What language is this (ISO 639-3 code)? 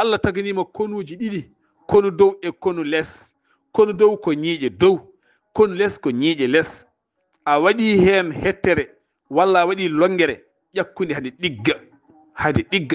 ful